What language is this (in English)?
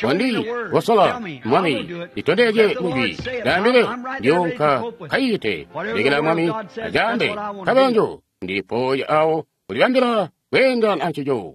Tonga (Zambia)